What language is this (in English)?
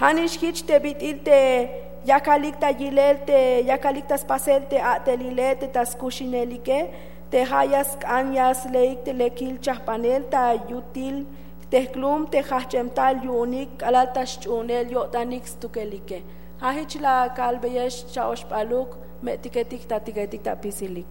Tzeltal